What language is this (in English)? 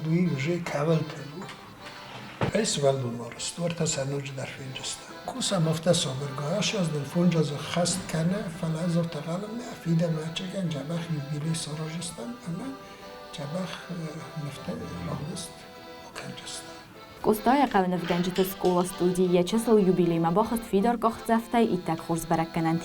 Ossetic